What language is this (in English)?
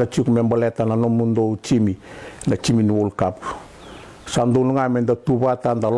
Fijian